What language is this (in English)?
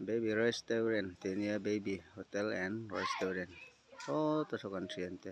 Mizo